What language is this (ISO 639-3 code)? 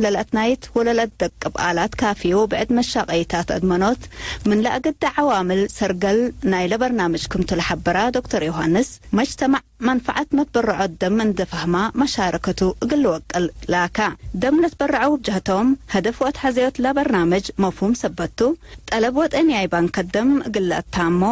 tig